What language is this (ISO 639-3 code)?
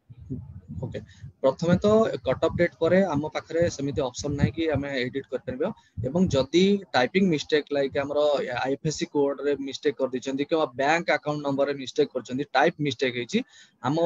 ori